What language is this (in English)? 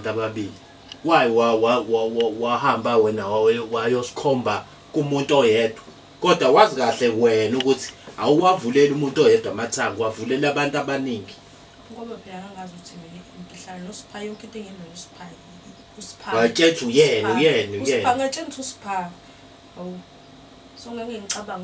Zulu